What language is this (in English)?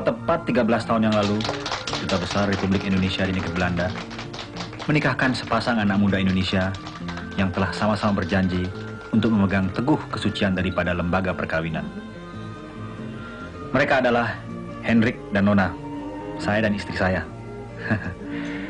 Indonesian